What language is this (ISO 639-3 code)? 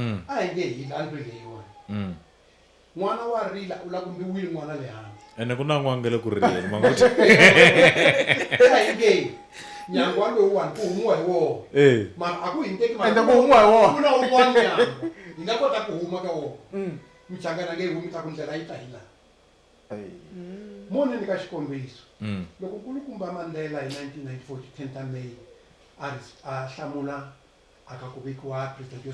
tso